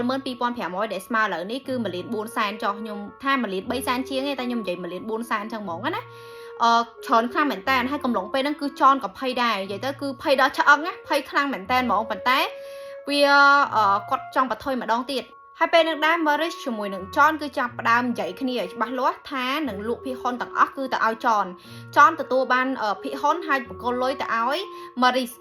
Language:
Khmer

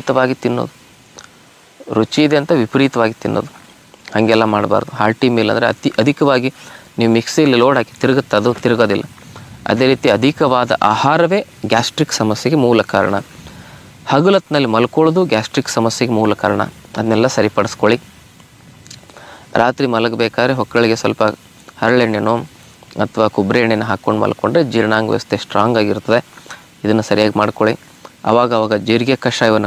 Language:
Kannada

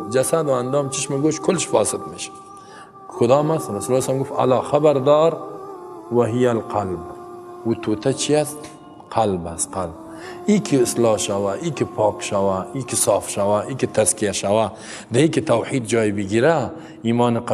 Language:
Persian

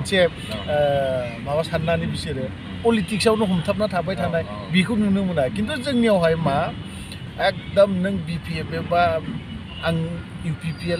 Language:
Bodo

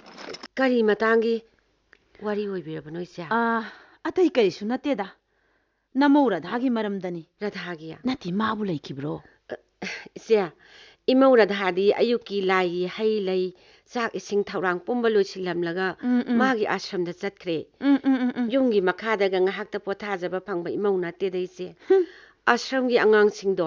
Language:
Manipuri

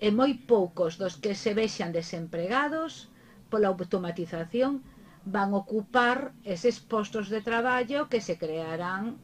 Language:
Galician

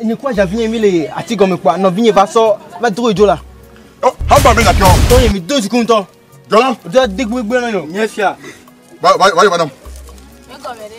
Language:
Ewe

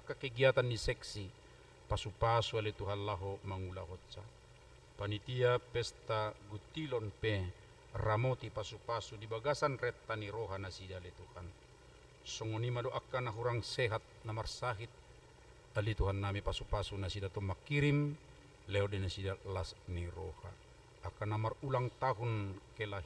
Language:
Batak Toba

